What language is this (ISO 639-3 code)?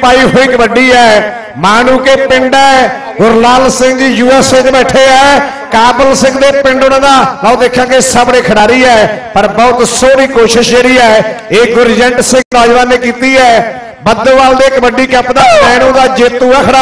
pan